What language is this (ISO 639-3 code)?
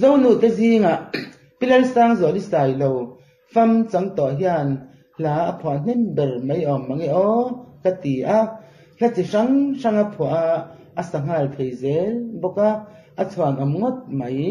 lus